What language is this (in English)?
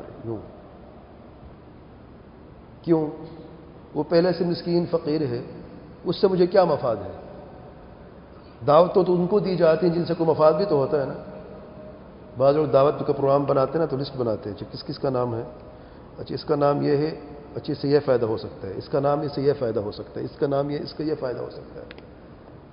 Urdu